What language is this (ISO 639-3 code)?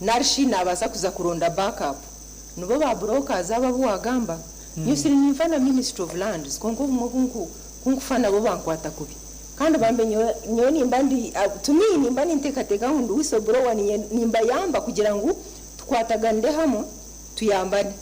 nyn